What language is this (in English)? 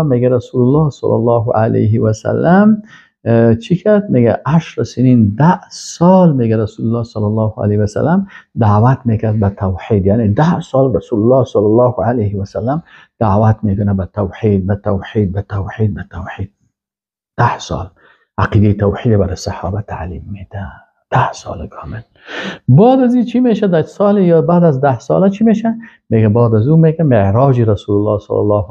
Persian